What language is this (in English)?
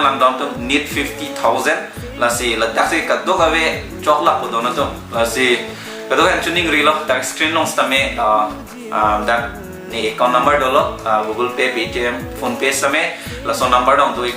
Karbi